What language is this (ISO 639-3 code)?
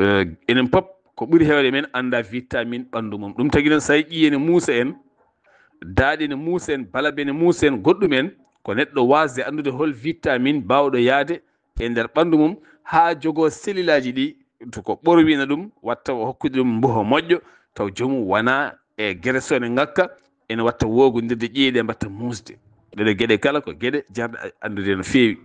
ful